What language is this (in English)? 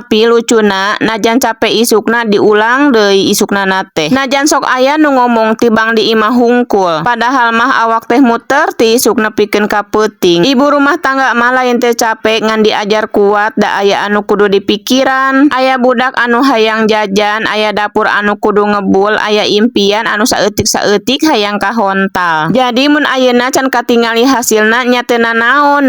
Sundanese